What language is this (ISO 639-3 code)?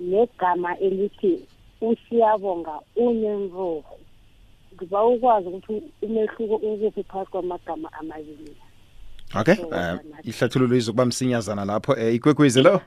nbl